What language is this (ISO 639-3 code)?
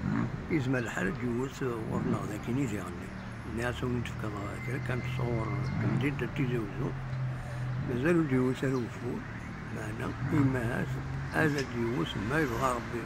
kab